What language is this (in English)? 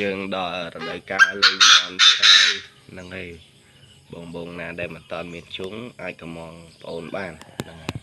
Khmer